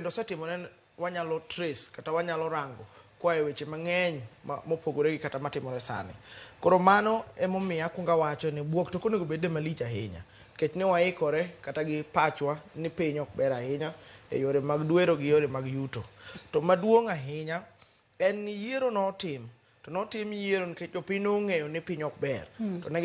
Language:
Luo (Kenya and Tanzania)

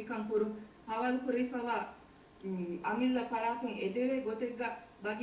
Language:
Divehi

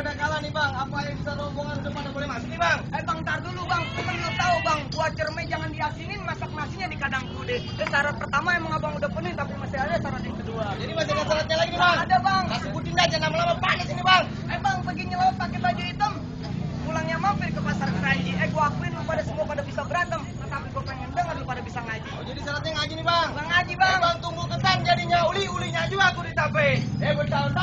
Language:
Betawi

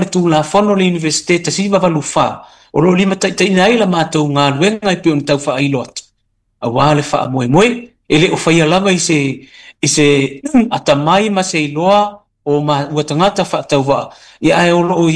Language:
Samoan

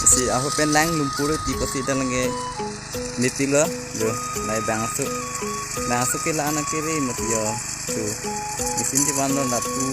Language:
Karbi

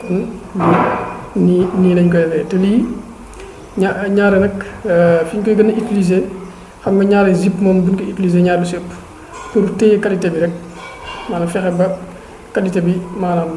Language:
Wolof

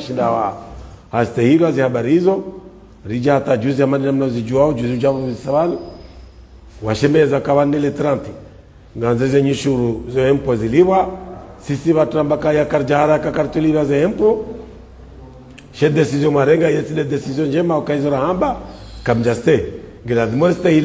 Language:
Swahili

